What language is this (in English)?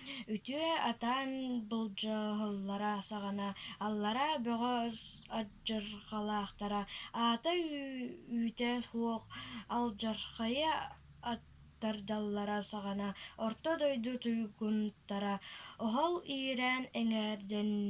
Yakut